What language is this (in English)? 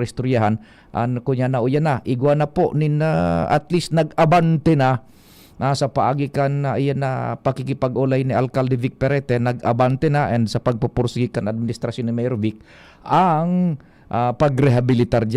Bikol